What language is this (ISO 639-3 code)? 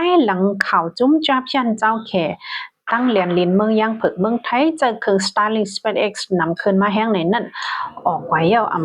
shn